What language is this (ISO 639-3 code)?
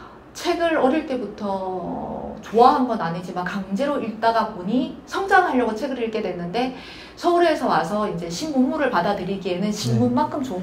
kor